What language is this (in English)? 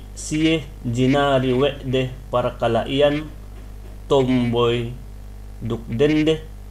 Yakan